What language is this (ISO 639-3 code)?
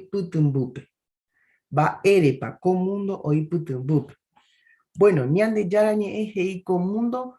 grn